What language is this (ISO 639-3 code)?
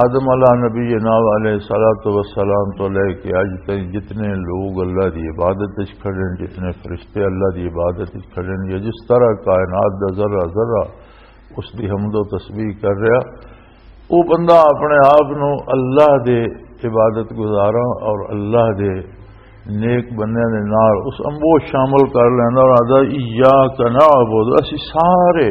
lah